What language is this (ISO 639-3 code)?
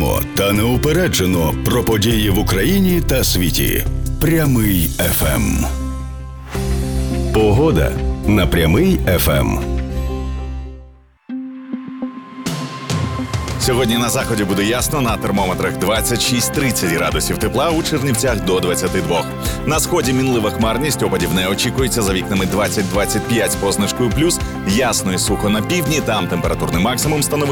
ukr